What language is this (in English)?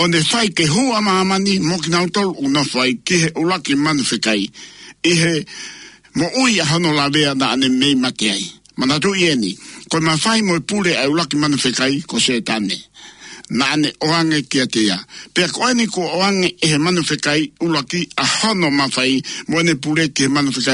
Tongan